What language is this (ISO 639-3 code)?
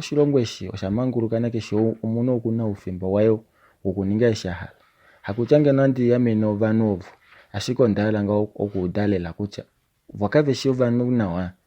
kua